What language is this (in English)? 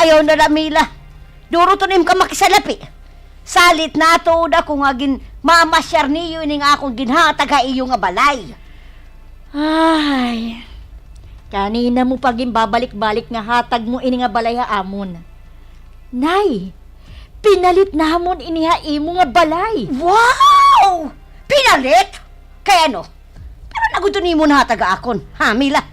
Waray